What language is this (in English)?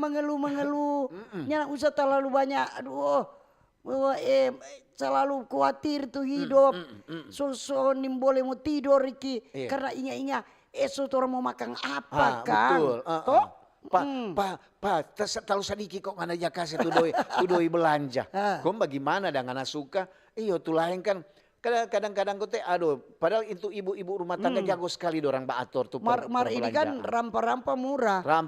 Manado Malay